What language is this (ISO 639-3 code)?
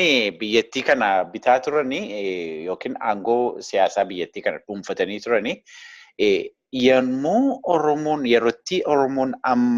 orm